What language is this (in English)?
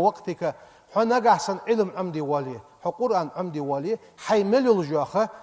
Ingush